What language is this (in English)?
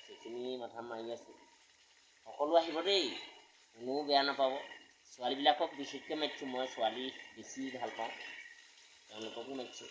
Assamese